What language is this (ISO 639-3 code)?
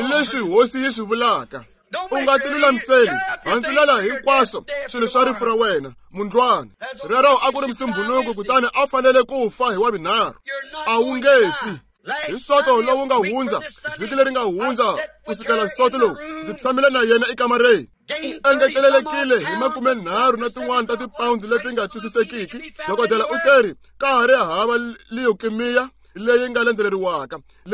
tso